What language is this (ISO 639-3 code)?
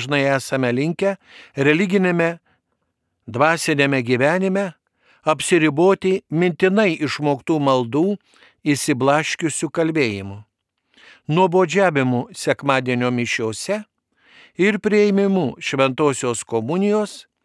lit